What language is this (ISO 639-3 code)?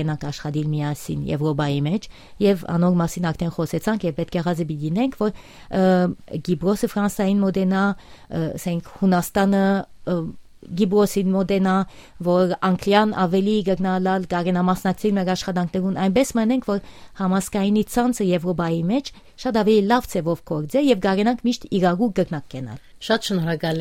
hyw